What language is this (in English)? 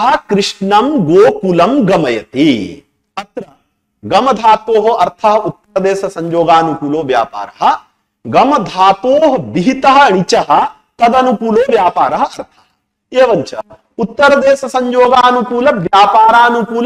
Sanskrit